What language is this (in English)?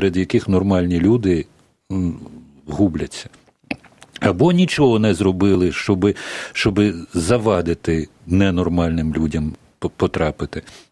Ukrainian